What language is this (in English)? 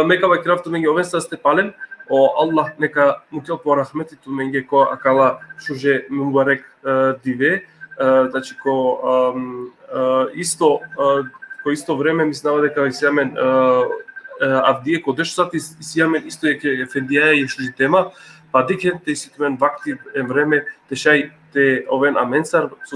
Balkan Romani